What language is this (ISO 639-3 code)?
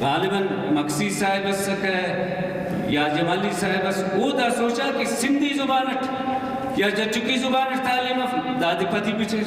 brh